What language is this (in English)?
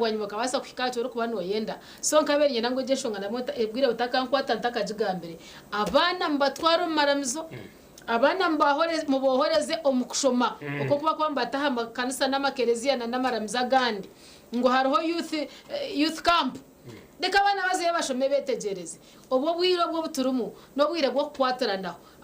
Nyankole